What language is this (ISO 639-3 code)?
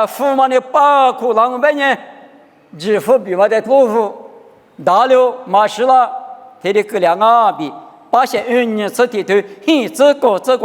lis